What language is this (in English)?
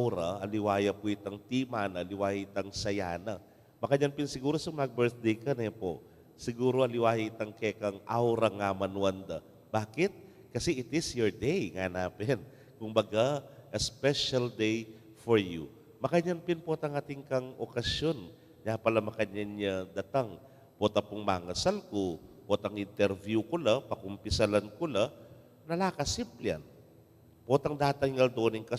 Pampanga